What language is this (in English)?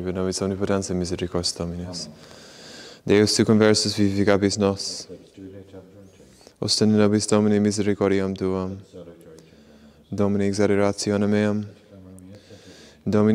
Latin